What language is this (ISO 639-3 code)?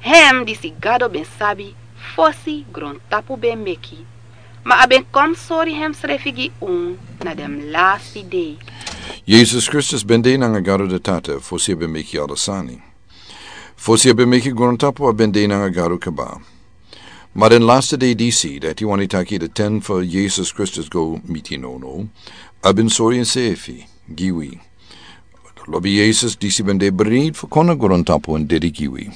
srn